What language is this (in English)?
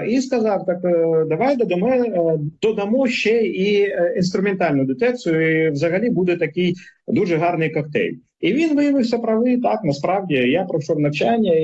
Ukrainian